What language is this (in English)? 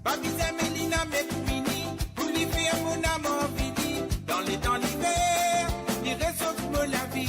Morisyen